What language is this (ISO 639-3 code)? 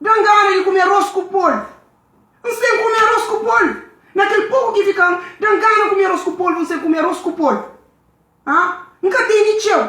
kea